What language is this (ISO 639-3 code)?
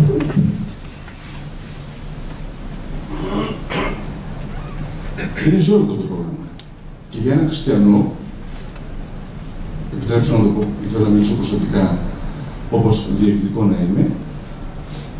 ell